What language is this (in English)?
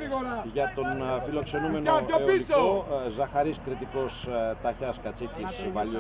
Greek